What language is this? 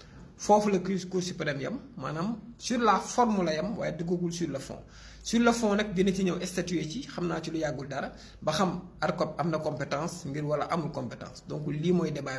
Wolof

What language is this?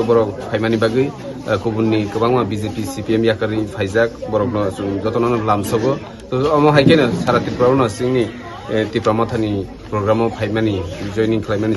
Kok Borok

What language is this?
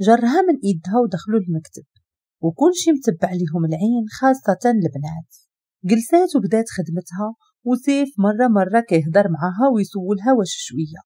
Moroccan Arabic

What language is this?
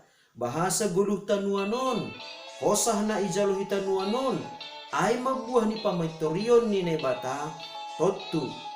Batak Simalungun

